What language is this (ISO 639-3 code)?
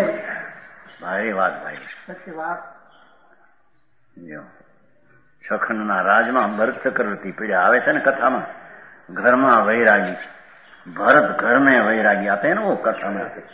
guj